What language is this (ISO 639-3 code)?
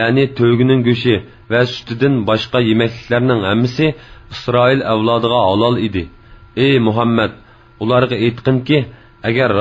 uig